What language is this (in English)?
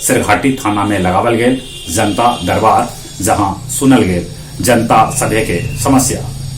Magahi